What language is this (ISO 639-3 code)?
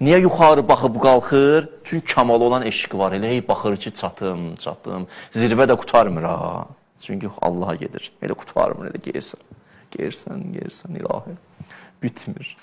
aze